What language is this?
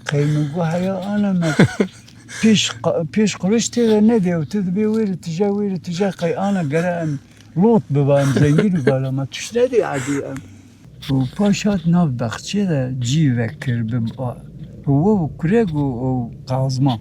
Kurdish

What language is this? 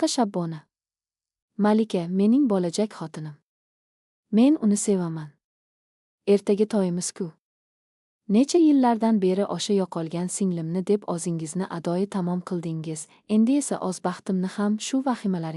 Uzbek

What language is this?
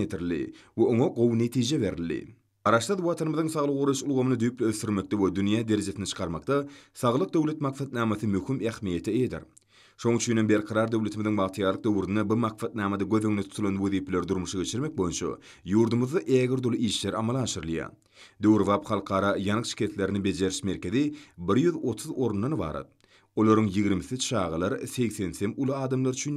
Turkmen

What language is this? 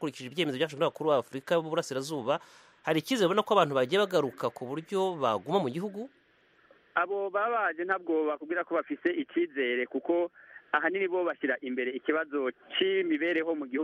Kinyarwanda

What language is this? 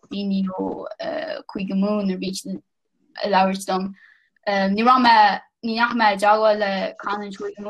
Irish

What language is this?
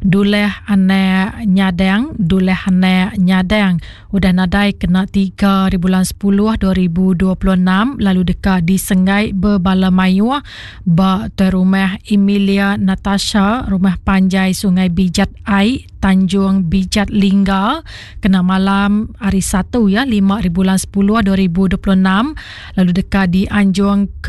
Iban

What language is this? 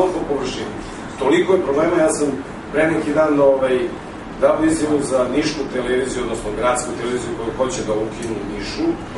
Serbian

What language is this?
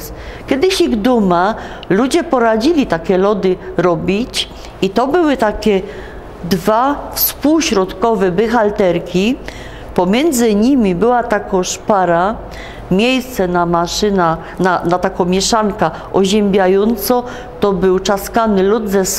Silesian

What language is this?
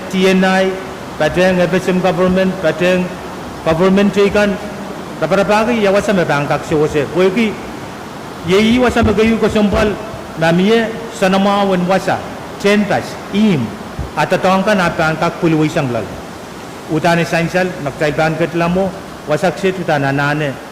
Pohnpeian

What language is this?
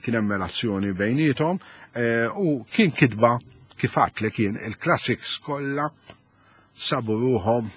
Maltese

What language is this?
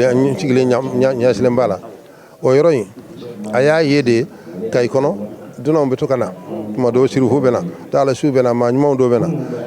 Bambara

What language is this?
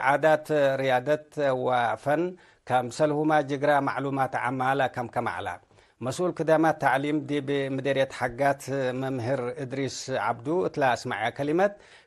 Tigre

